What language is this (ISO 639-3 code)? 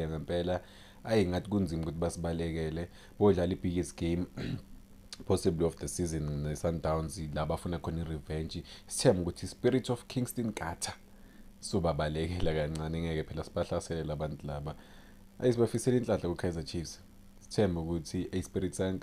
zul